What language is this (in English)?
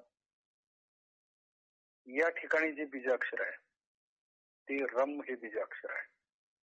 Marathi